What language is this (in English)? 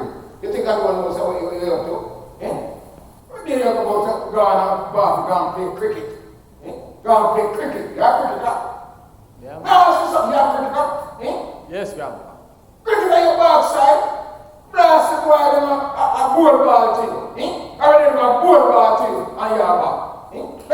Jamaican Creole English